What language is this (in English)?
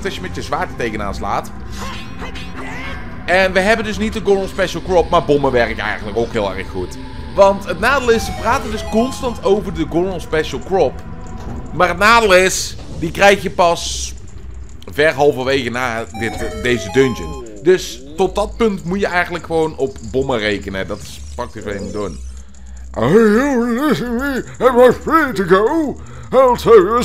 Dutch